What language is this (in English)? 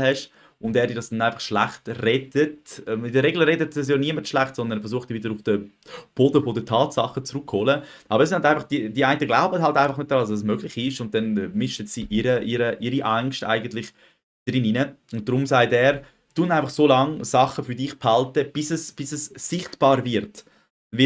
Swiss German